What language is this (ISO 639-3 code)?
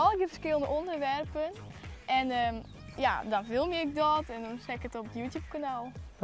fry